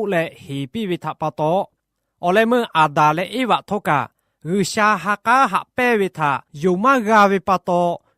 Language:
Lahu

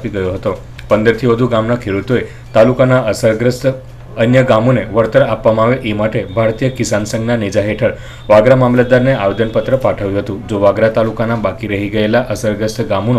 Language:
Gujarati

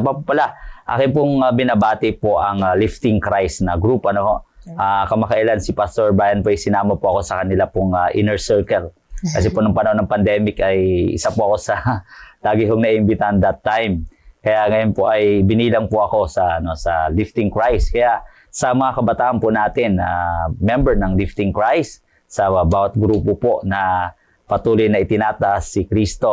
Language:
Filipino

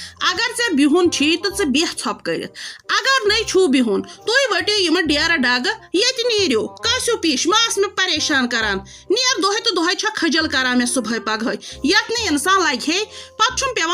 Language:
Kashmiri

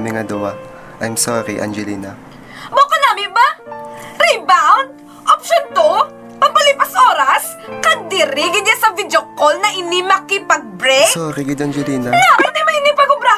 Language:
Hiligaynon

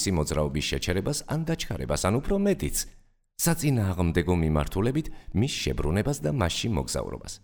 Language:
Georgian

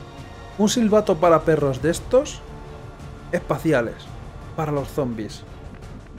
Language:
Spanish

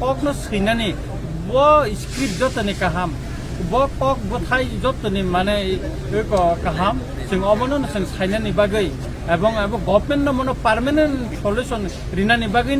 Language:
Kok Borok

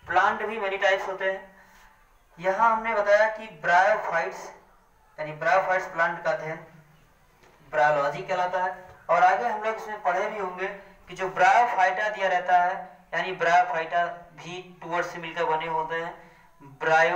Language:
Hindi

